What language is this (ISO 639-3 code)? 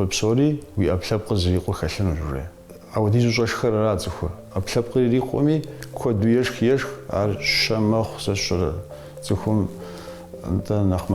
kbd